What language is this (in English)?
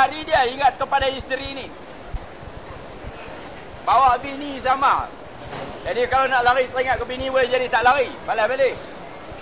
Malay